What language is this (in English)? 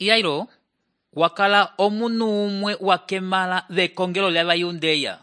Umbundu